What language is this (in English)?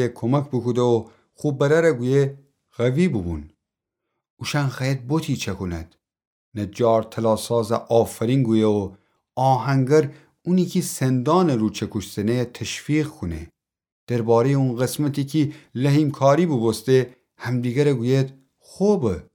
Gilaki